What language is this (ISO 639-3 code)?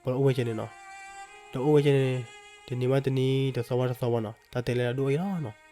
ksw